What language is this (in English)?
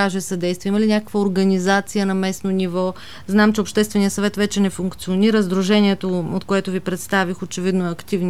Bulgarian